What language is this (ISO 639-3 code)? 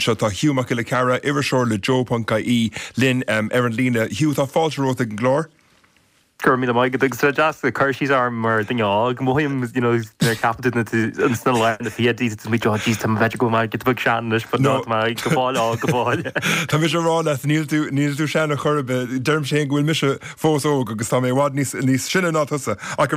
gle